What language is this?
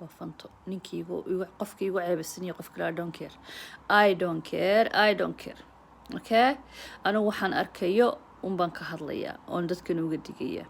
Somali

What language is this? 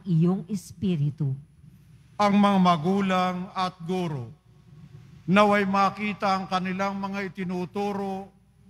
Filipino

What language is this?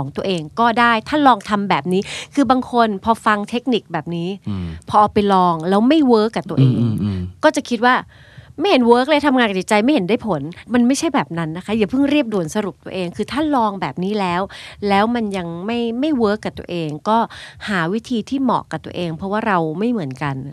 Thai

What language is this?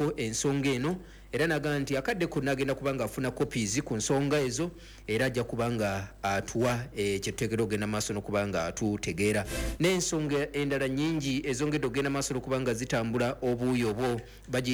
Ganda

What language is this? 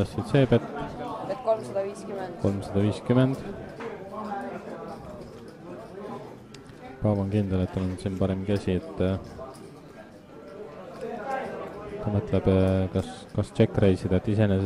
Estonian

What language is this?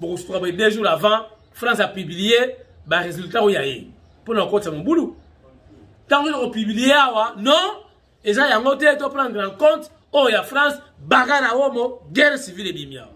Lingala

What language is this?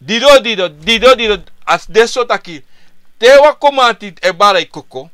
Sranan Tongo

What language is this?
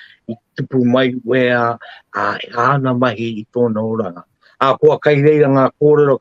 Māori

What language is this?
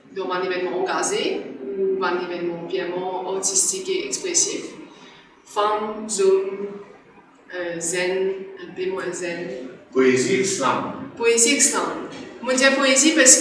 Morisyen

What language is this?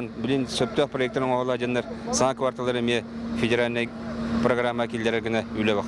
Yakut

